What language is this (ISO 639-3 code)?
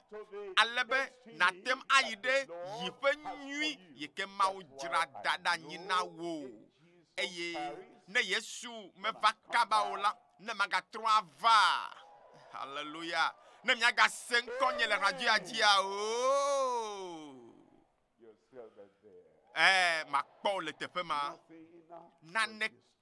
ewe